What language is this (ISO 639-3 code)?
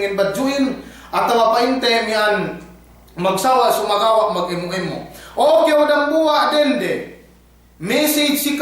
yka